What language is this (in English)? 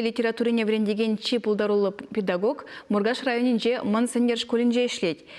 Chuvash